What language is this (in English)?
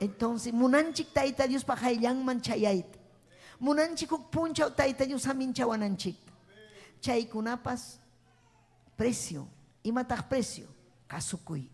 Ayacucho Quechua